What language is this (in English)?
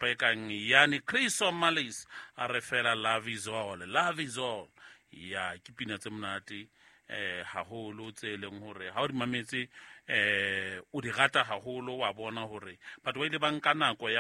Southern Sotho